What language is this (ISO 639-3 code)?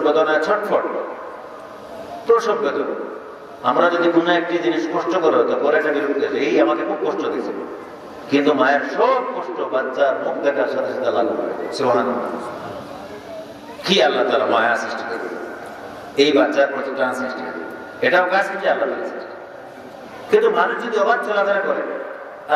ben